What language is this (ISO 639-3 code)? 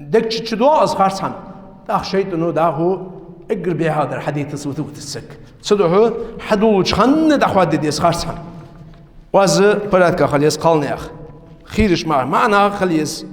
inh